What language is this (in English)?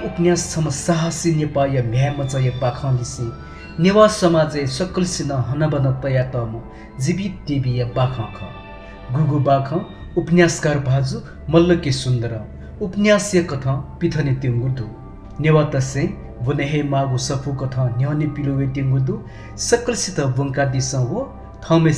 Newari